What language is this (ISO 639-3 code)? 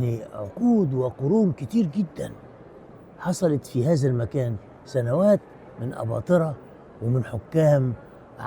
arz